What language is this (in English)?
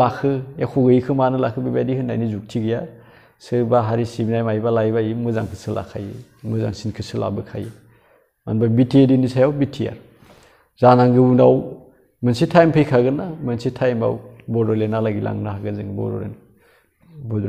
Bodo